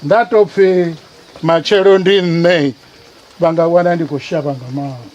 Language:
Venda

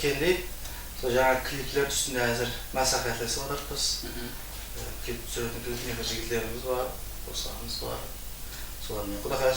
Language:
Kara-Kalpak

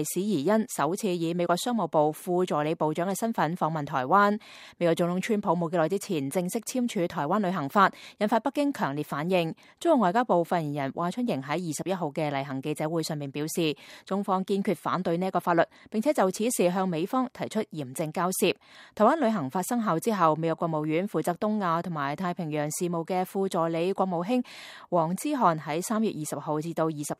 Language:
Cantonese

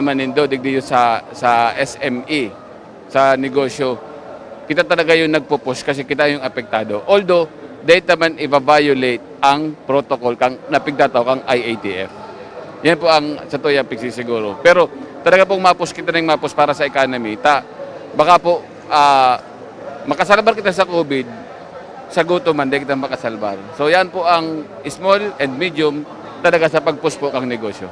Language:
Bikol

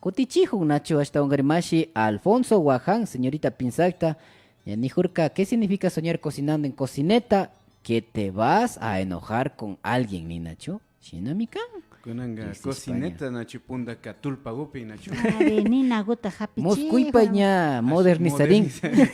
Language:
Imbabura Highland Quichua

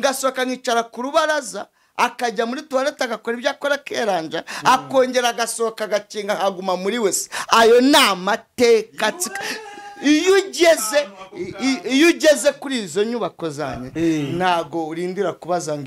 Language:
Kinyarwanda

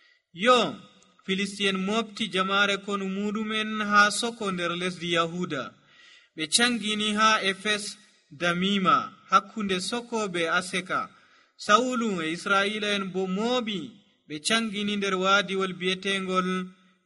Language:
Nigerian Fulfulde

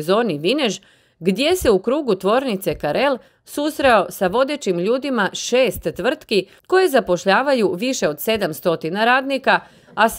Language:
Croatian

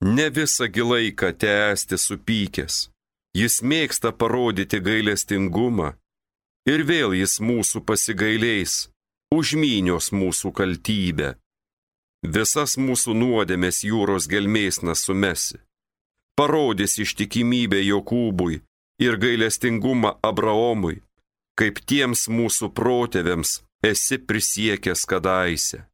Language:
Lithuanian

